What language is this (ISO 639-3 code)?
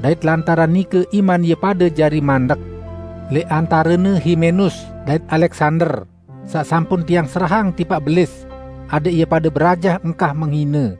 sas